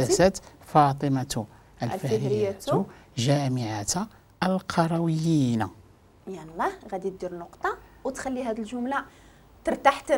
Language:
Moroccan Arabic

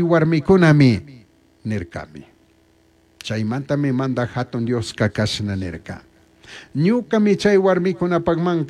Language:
Chimborazo Highland Quichua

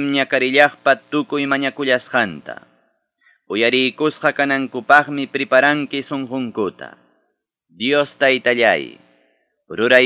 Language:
Quechua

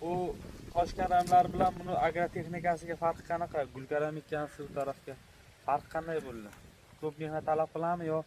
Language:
Uzbek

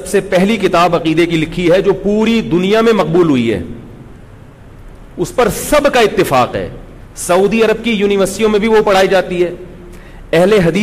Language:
Urdu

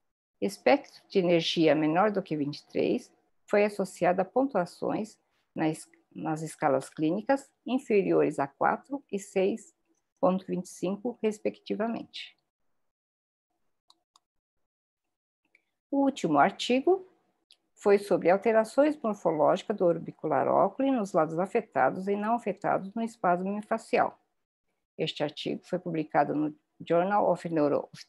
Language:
Portuguese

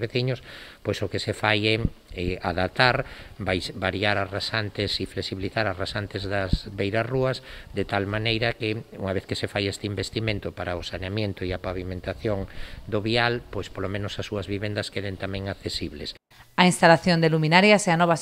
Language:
Galician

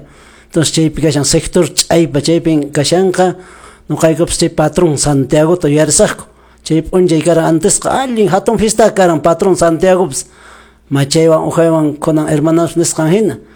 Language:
Quechua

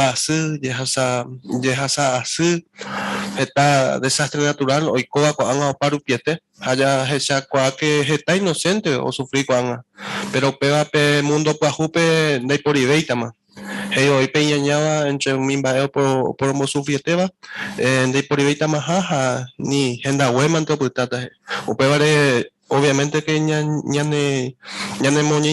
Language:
Guarani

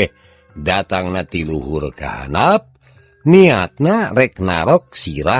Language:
Sundanese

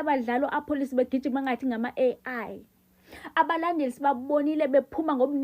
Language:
Zulu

